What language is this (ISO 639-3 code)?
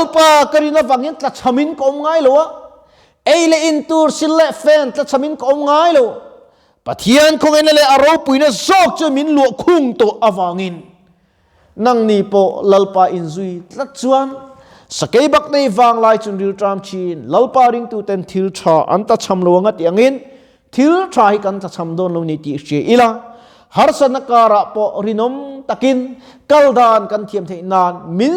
lus